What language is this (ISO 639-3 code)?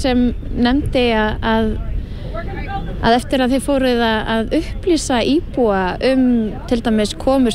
isl